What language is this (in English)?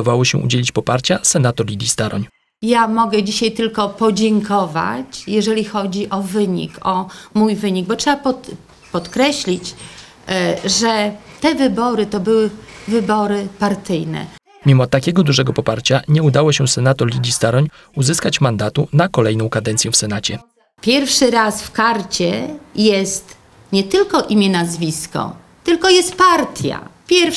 Polish